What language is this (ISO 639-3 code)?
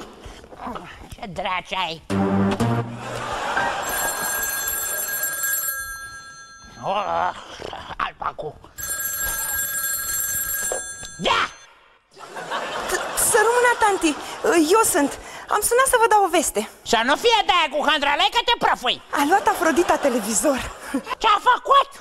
ron